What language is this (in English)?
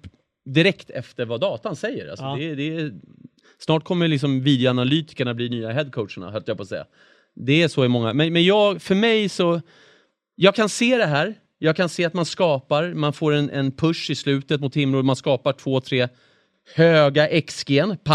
Swedish